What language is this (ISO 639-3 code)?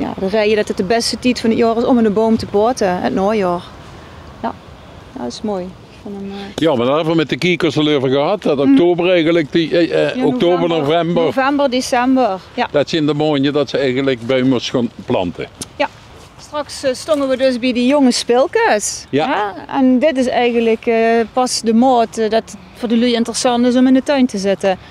lim